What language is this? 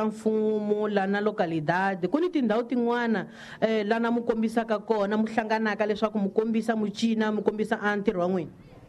Tsonga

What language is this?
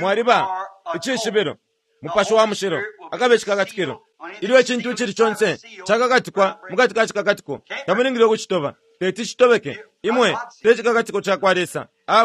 Bemba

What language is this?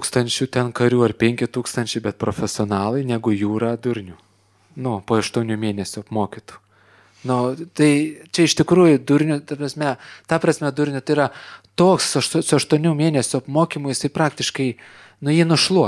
Lithuanian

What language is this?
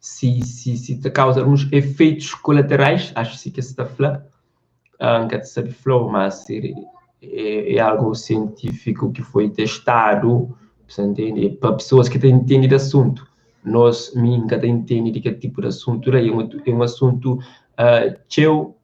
Kabuverdianu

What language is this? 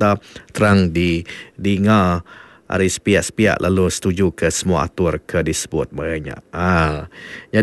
Iban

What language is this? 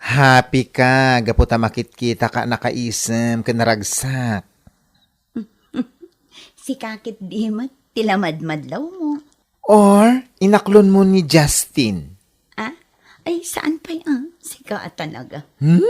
Iloko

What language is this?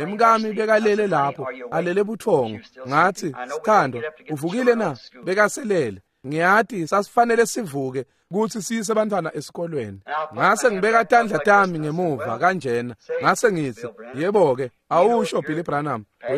Swati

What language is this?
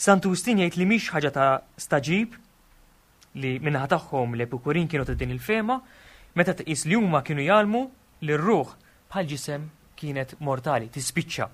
Maltese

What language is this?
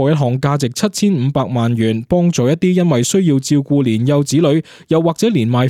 Cantonese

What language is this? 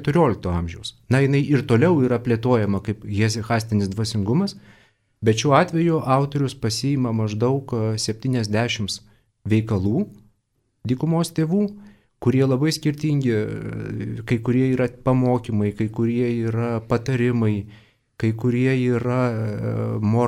Lithuanian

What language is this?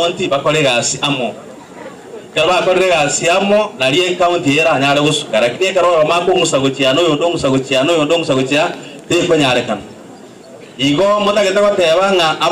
Gusii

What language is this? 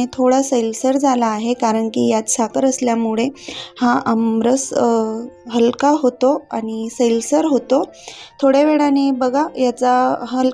Marathi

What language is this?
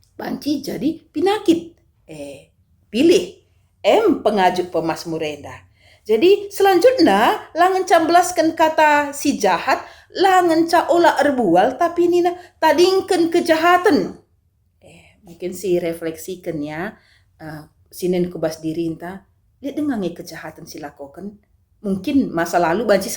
Batak Karo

